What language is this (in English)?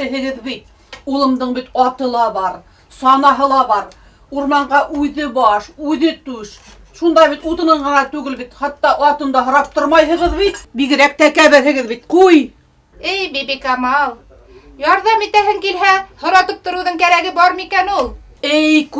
Bashkir